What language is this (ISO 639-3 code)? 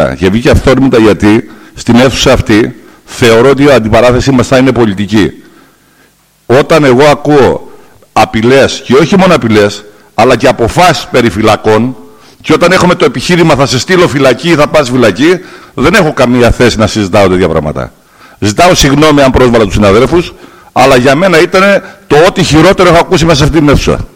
ell